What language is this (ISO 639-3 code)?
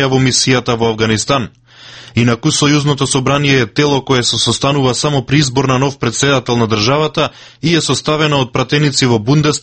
mkd